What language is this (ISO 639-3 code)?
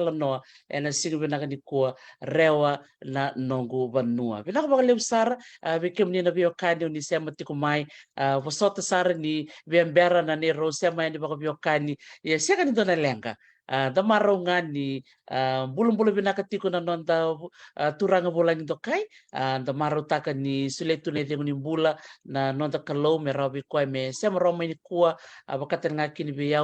fij